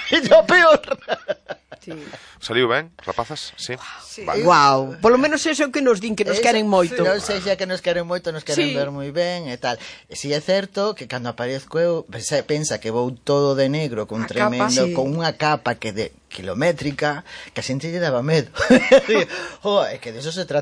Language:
Galician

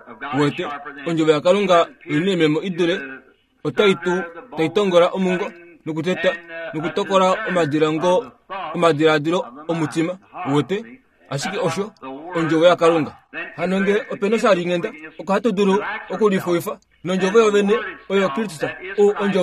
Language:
Kuanyama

